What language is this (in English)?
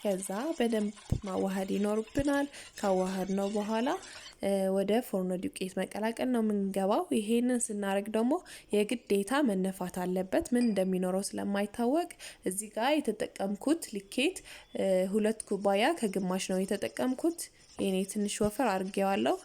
Amharic